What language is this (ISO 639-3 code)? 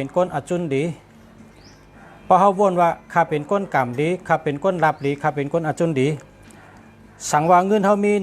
shn